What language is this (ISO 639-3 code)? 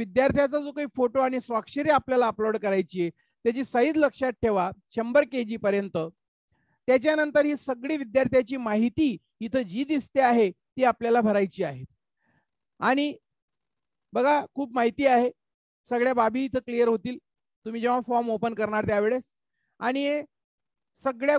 mar